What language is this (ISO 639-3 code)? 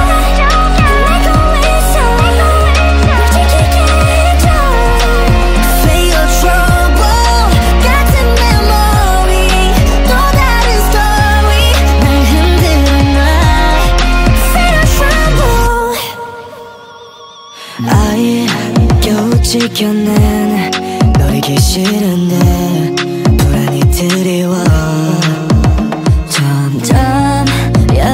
kor